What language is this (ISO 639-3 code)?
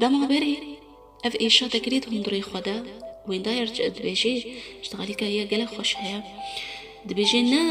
kur